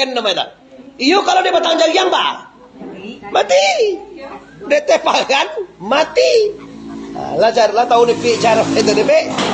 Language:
Minangkabau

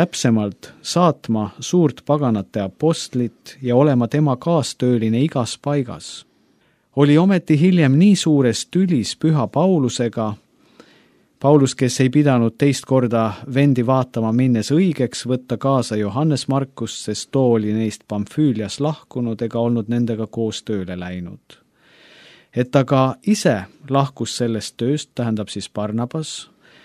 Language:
Estonian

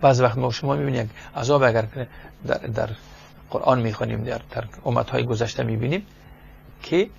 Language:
Persian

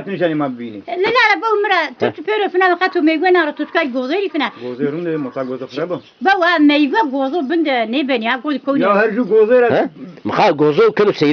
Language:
Zaza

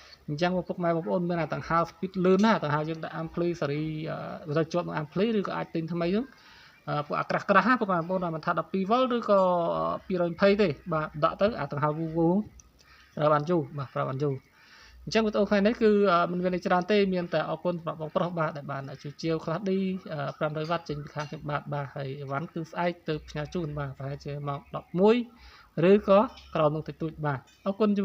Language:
Khmer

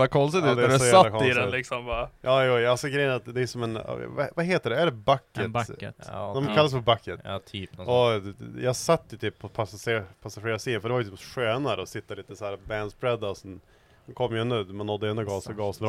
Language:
Swedish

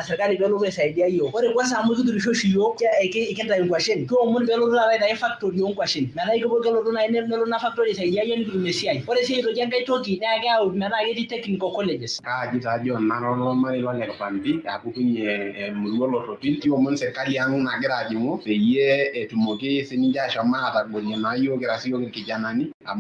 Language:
Masai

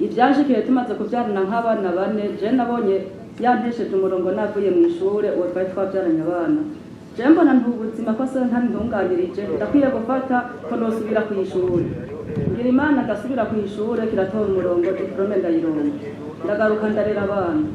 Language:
Rundi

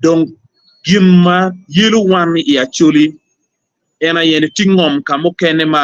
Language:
Acoli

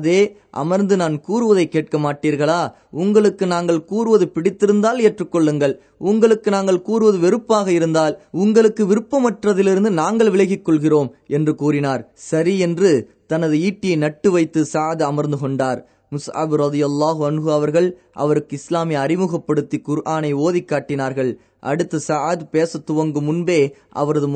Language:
Tamil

